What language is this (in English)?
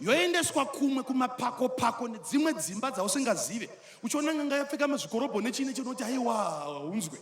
Shona